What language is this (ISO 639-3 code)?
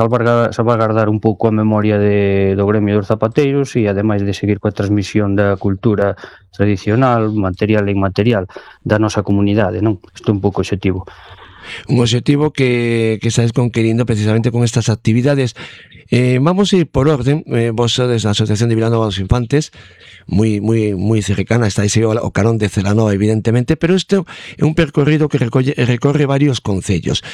glg